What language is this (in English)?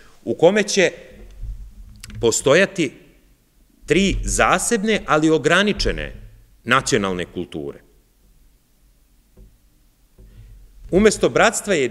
Serbian